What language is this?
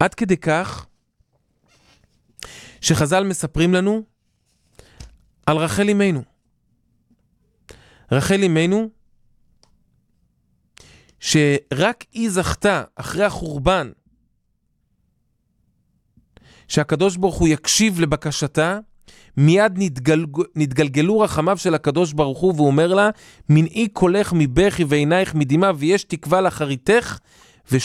Hebrew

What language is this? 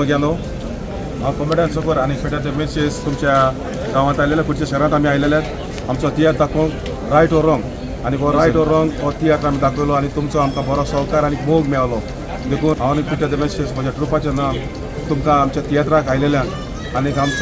Konkani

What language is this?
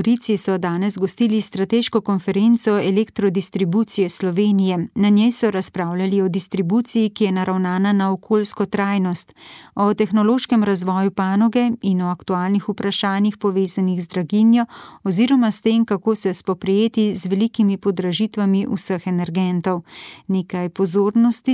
Slovenian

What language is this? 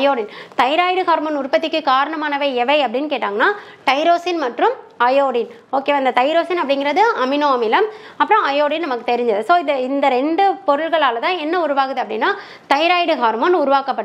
Tamil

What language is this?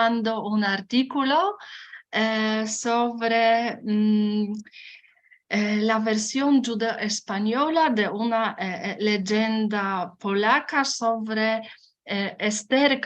Ladino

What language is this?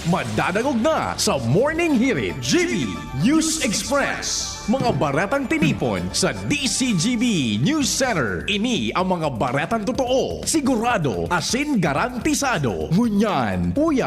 Bikol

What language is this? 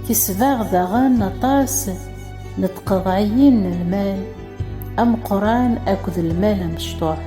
Kabyle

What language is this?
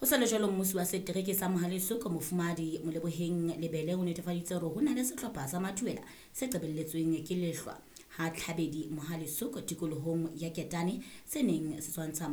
Southern Sotho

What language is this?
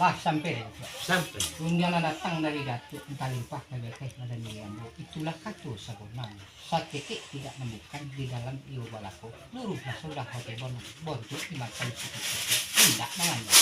Minangkabau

